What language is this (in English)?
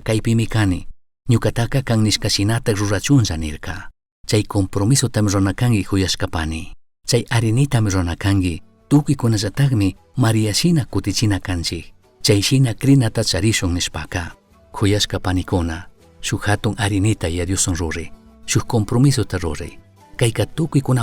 Chimborazo Highland Quichua